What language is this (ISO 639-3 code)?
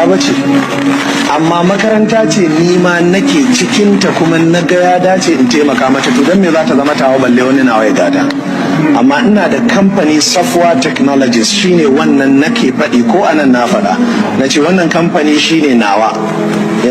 hau